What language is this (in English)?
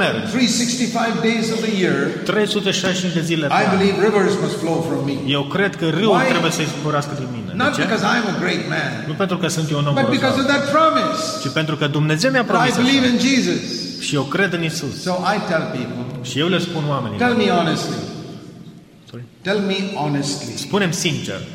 Romanian